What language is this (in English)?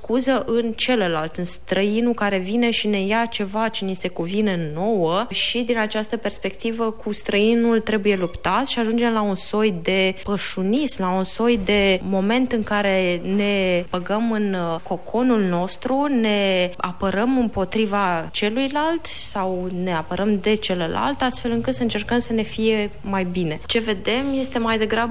Romanian